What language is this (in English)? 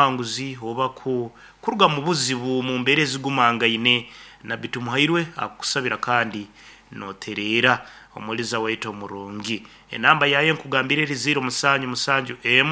Nyankole